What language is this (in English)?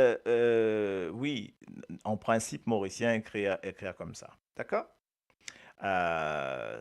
Morisyen